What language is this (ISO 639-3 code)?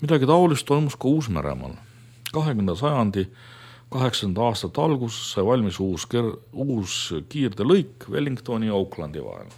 est